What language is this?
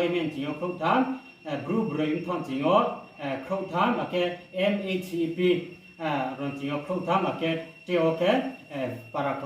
Riang (India)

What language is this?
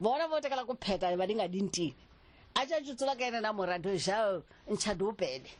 Tsonga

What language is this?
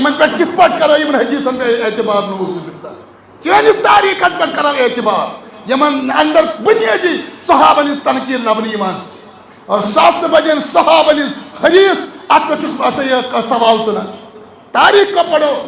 Kashmiri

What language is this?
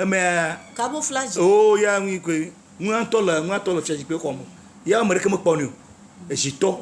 Ewe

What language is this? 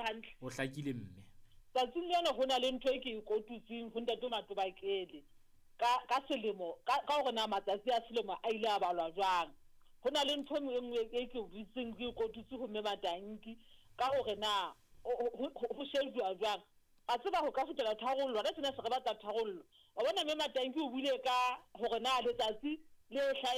Southern Sotho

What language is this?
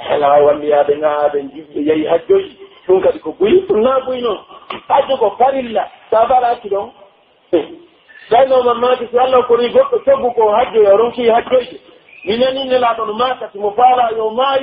Pular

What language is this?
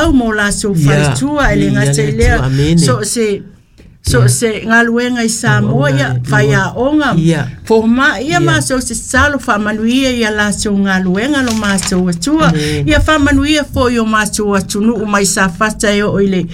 Samoan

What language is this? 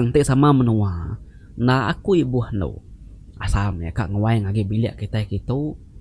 Iban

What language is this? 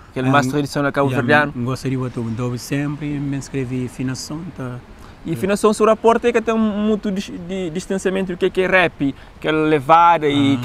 Kabuverdianu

